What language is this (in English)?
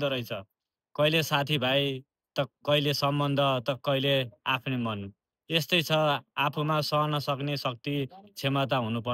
Nepali